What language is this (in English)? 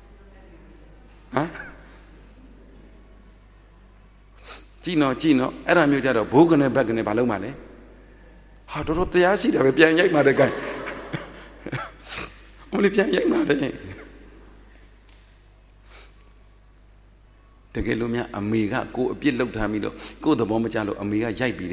Burmese